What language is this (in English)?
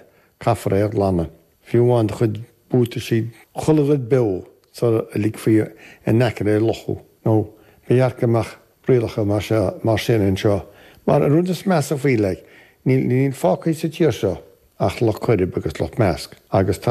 Irish